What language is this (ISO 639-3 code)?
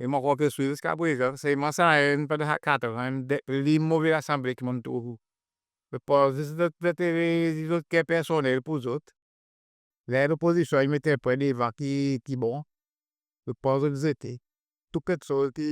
crs